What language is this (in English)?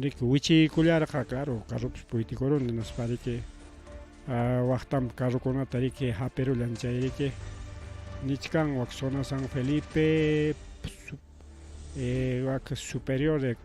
Ayacucho Quechua